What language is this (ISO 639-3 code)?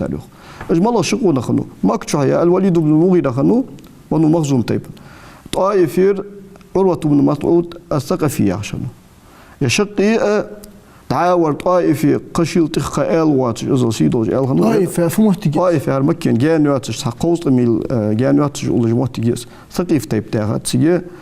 inh